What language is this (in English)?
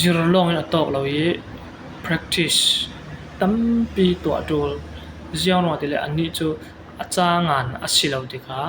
Falam Chin